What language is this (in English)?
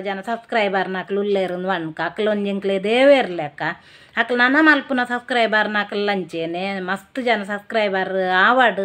Tulu